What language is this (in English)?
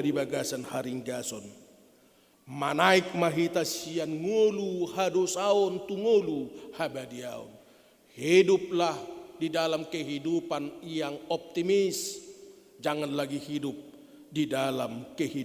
Batak Toba